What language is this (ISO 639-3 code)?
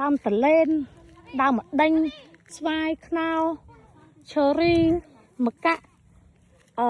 khm